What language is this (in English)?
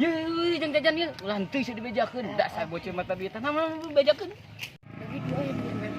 Sundanese